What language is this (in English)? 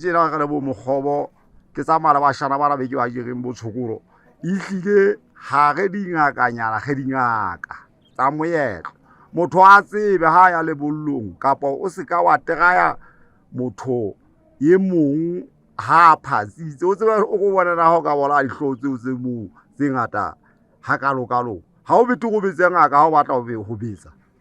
Southern Sotho